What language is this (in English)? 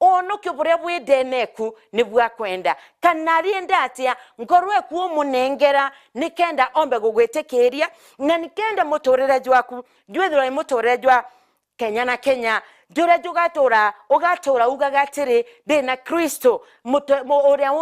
Meru